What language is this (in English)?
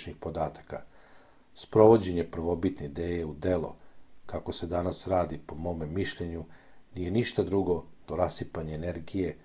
Serbian